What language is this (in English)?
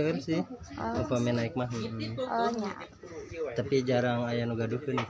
Sundanese